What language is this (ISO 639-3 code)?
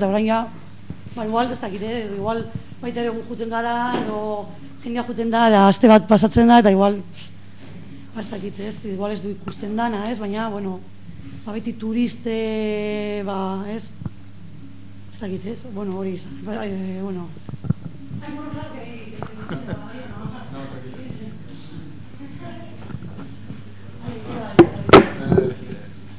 eus